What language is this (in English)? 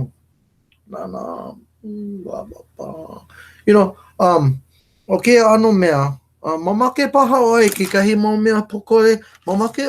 Hawaiian